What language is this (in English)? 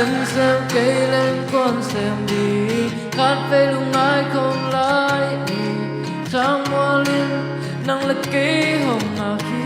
Tedim Chin